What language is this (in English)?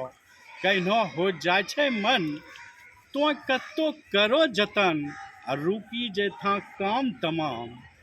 Angika